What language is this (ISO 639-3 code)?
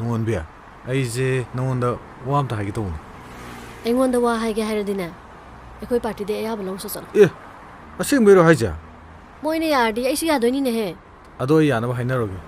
mni